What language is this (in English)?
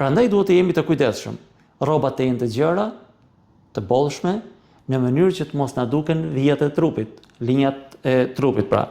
Albanian